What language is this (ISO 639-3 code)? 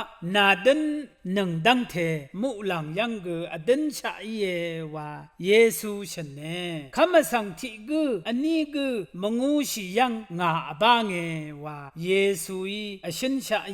raw